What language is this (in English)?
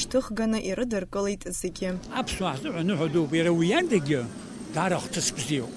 Abkhazian